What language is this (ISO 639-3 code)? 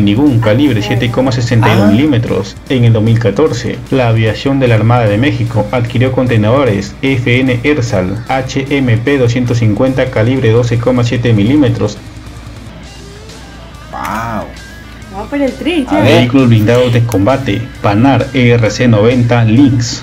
spa